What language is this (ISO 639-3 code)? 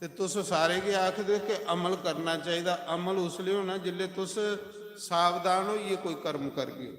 doi